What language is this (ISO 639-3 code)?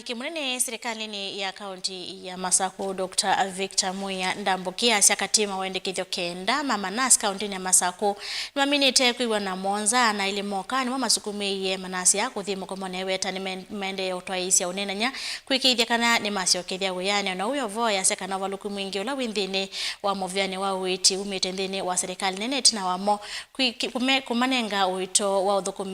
kam